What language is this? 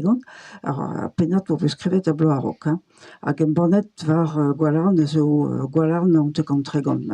Breton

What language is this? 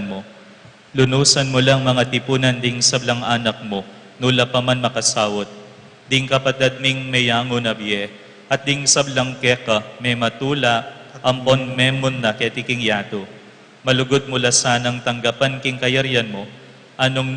Pampanga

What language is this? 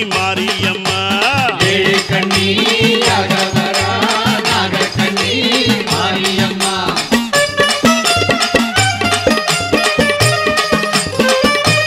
Tamil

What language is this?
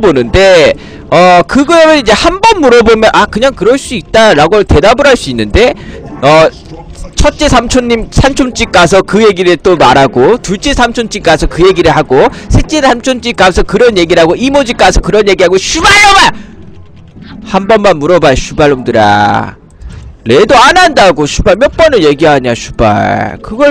Korean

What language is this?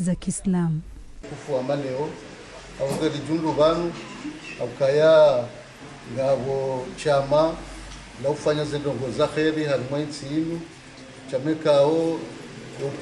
Ngazidja Comorian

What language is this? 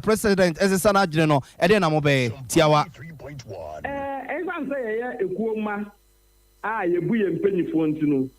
Akan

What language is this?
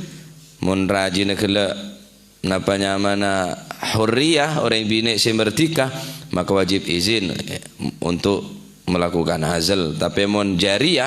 Madurese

